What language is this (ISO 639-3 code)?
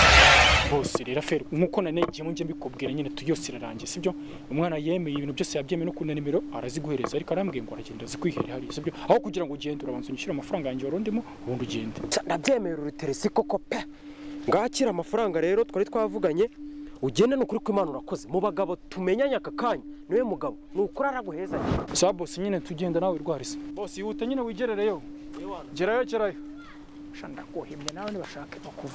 kin